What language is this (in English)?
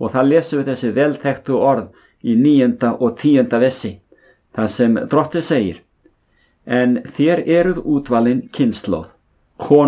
Icelandic